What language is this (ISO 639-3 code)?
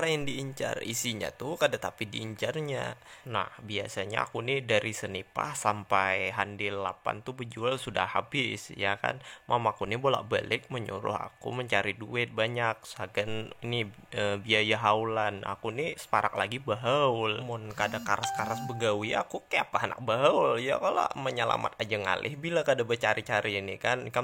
bjn